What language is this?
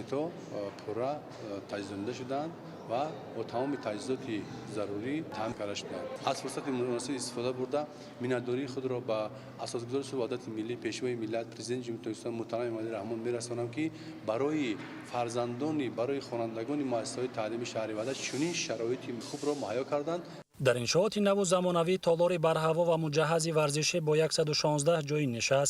Tajik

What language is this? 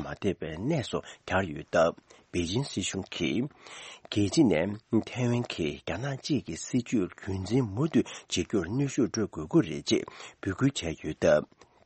Tibetan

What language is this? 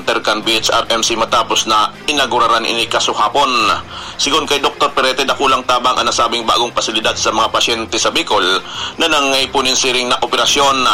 Bikol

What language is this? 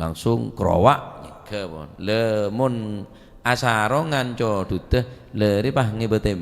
Madurese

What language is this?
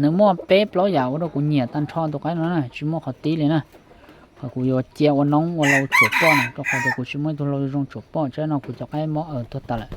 Hmong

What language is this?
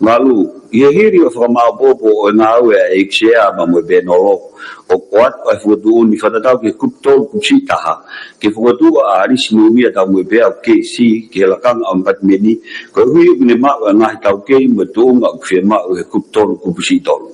Tongan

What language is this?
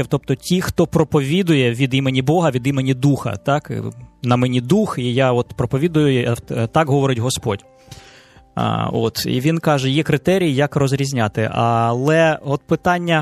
Ukrainian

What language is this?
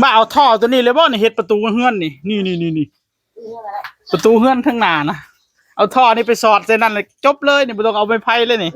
Northeastern Thai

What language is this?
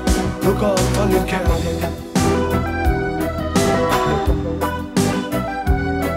Danish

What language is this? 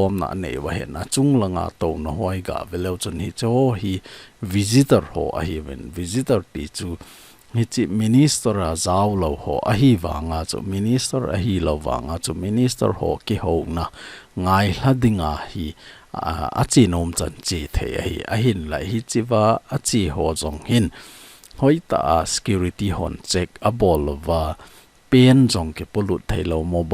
Thado Chin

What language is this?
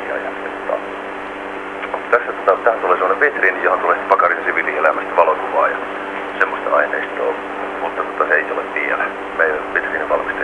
Finnish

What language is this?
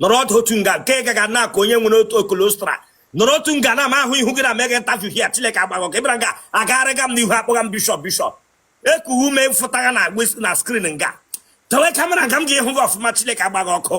Igbo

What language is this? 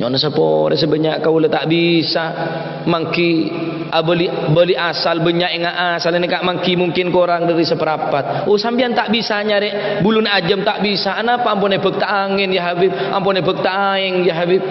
Madurese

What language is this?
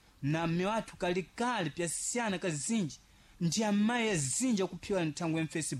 Sena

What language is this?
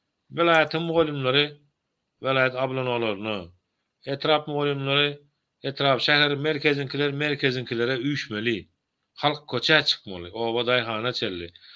Turkmen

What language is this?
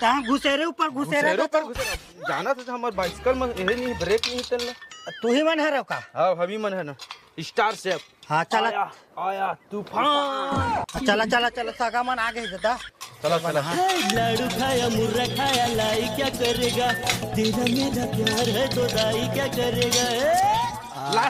Chhattisgarhi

